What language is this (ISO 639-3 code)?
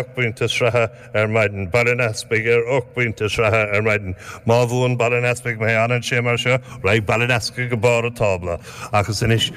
gle